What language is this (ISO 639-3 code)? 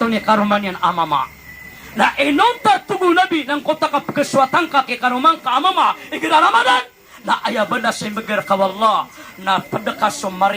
mrw